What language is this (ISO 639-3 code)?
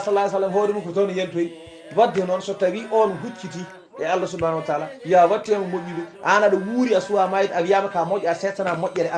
ful